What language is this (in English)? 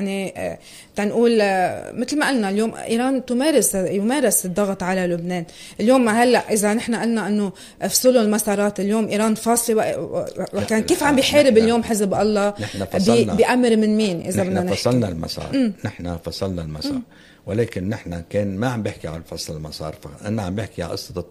North Levantine Arabic